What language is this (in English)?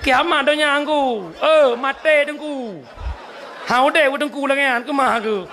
Achinese